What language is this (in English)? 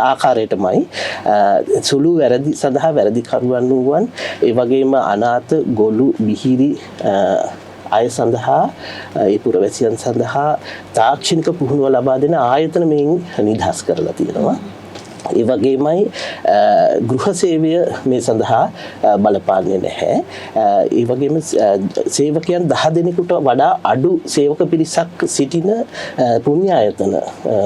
Sinhala